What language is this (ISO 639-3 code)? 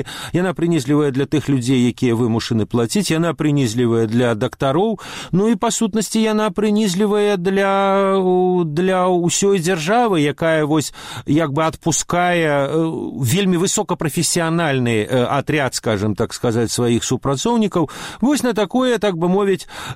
bel